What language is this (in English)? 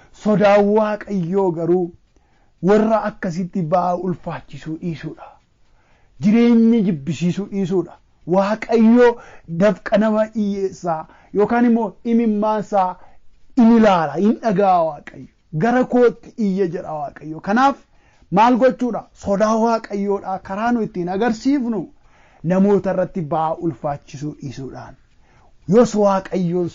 Oromo